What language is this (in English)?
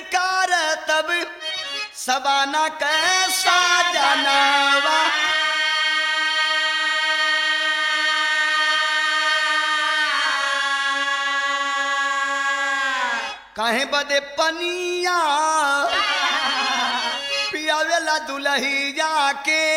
Bhojpuri